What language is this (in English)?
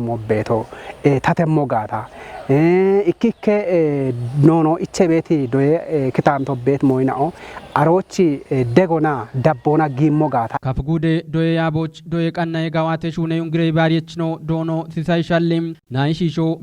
Kafa